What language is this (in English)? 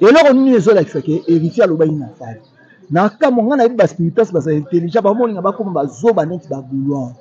Lingala